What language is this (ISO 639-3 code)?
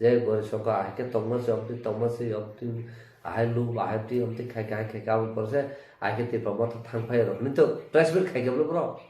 trp